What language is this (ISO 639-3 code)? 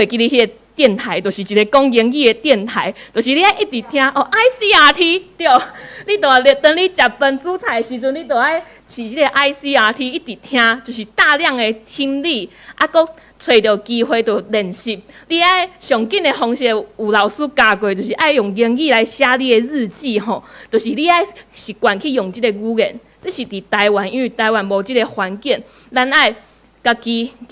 nan